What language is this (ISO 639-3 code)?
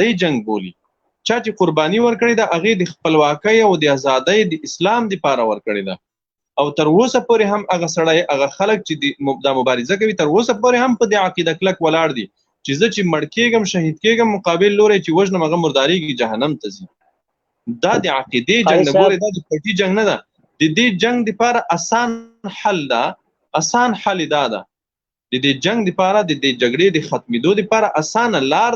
pus